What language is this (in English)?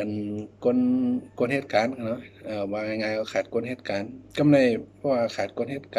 Shan